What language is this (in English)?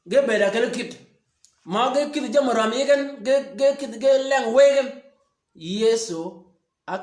Shilluk